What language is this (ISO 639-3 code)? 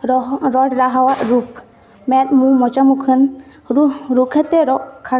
sat